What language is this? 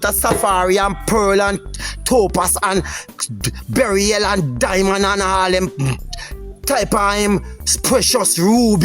Jamaican Creole English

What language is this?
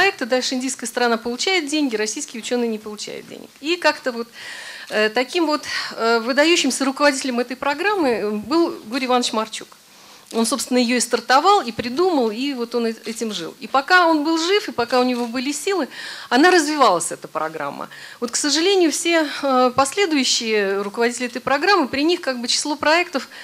Russian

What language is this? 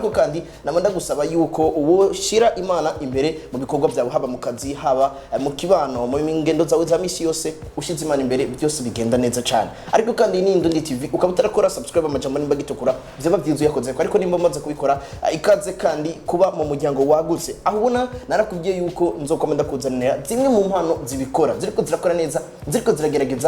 Rundi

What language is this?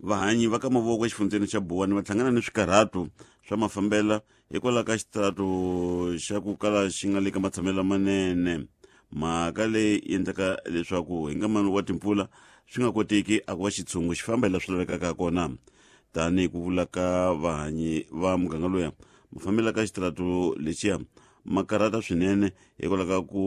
Tsonga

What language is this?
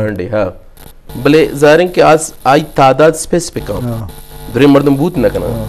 Eastern Balochi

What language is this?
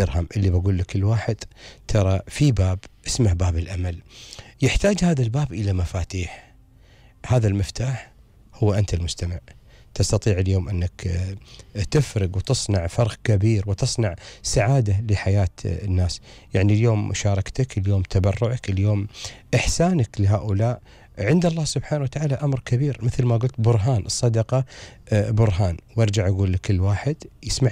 Gulf Arabic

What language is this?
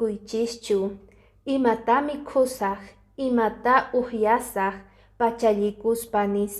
Quechua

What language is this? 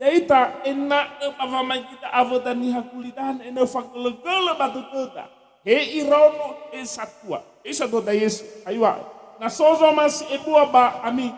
Nias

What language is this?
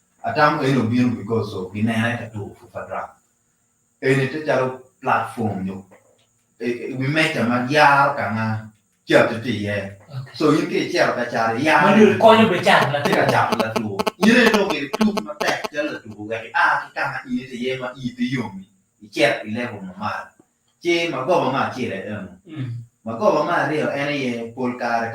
Acoli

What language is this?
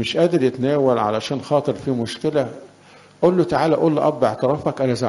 Egyptian Arabic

